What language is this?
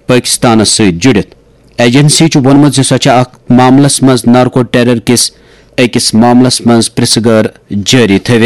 Kashmiri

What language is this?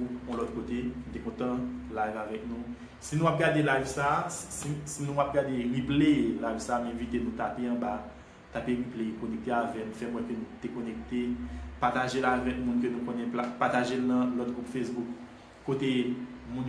Haitian Creole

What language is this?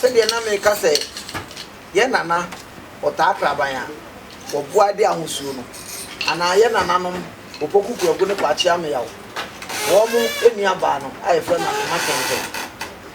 Akan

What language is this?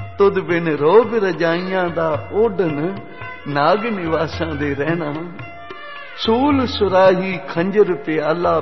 Punjabi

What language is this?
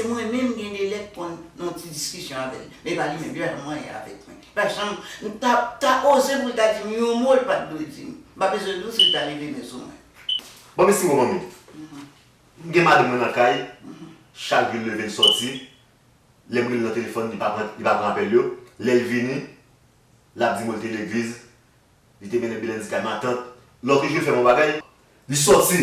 Haitian Creole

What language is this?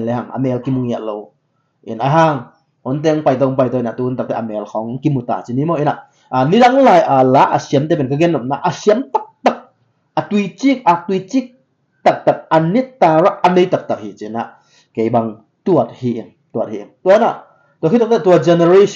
Tedim Chin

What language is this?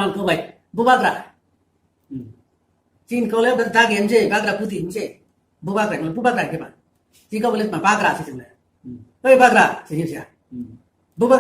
Riang (India)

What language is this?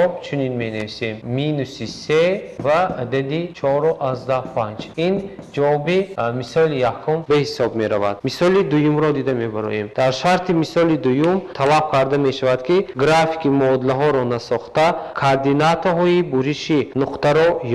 Tajik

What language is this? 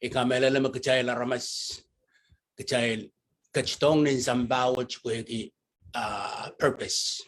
Pohnpeian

